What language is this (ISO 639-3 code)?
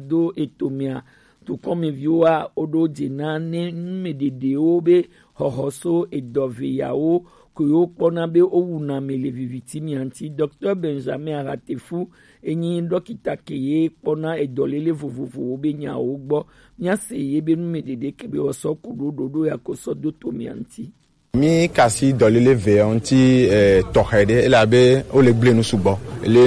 gej